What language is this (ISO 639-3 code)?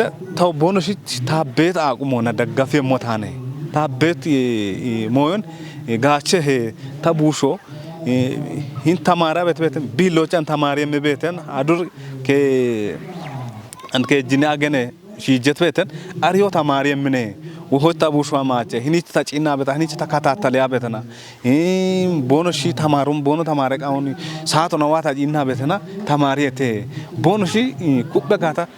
kbr